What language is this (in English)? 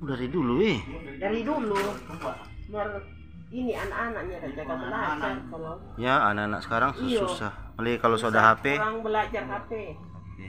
Manado Malay